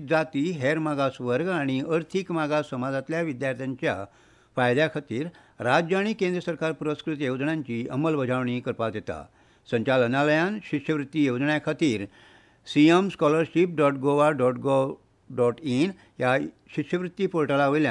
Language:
Konkani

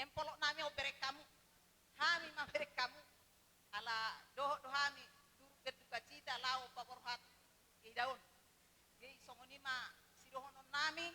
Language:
Batak Toba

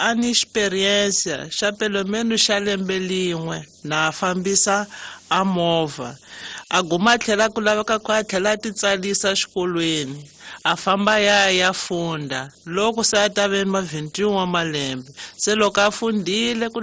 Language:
Tsonga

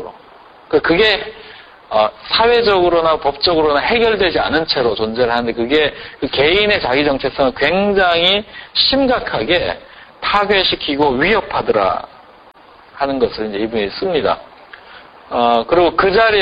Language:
Korean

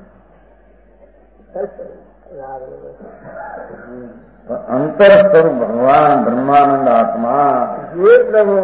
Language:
Gujarati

